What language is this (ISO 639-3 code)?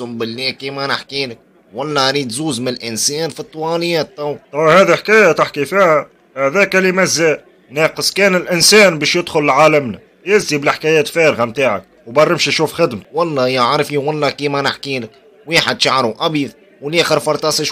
aeb